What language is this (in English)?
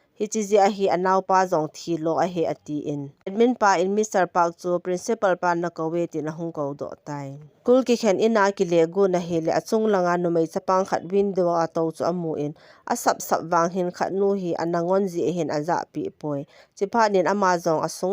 Thado Chin